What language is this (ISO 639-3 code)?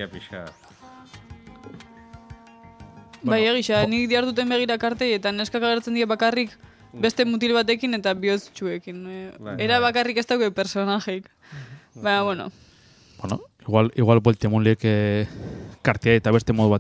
eus